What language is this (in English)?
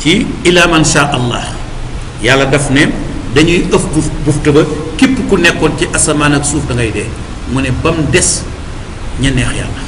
Wolof